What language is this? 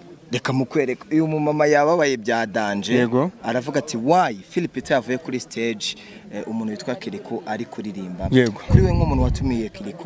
Kinyarwanda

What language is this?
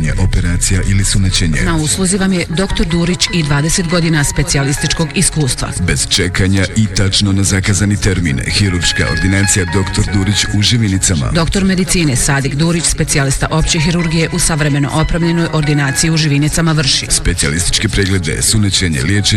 Bosnian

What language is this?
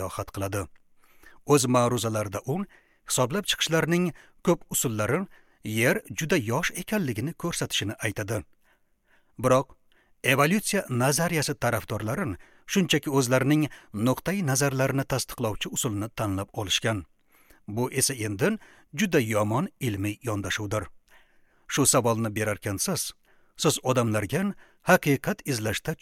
Uzbek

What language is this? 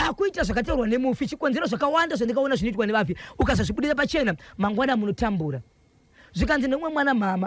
Shona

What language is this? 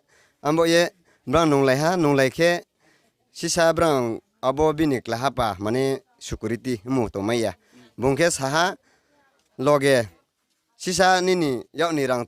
Riang (India)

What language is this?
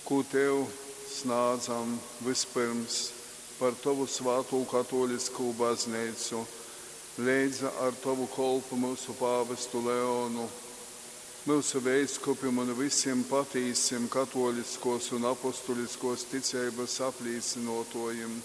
Latgalian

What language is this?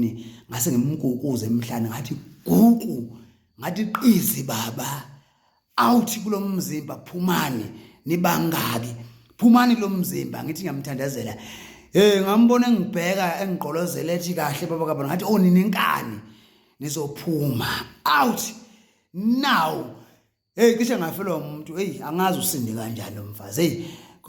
Zulu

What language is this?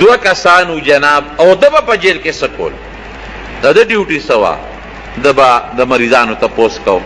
Pashto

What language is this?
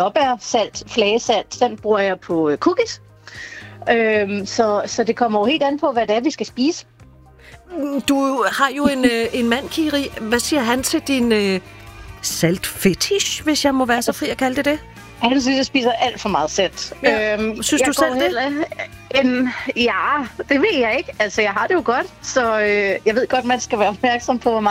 Danish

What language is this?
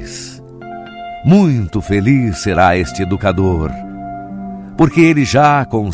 Portuguese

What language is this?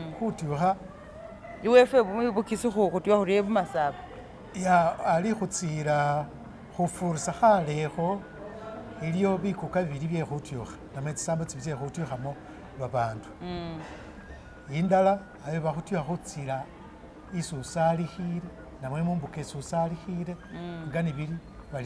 Masaaba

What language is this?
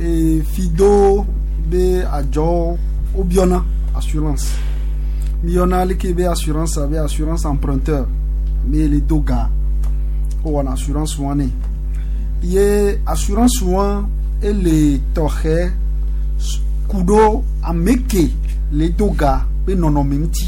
Gen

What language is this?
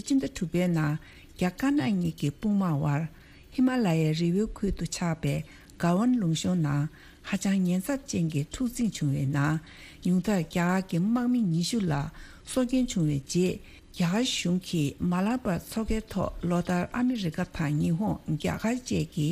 Tibetan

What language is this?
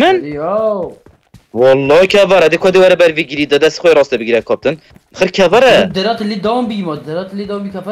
Kurdish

